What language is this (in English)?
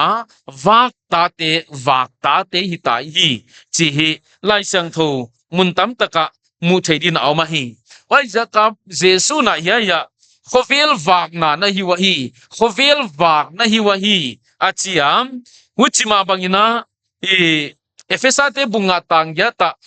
Paite Chin